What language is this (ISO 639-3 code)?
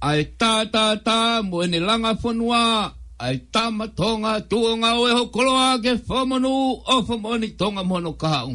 ton